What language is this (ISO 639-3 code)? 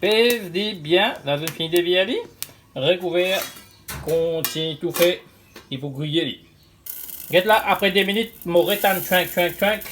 mfe